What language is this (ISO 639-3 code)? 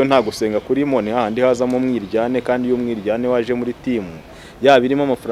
kin